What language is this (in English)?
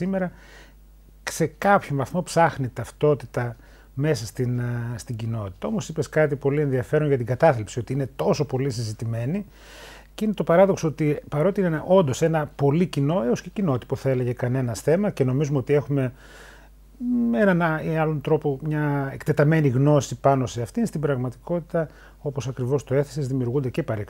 Greek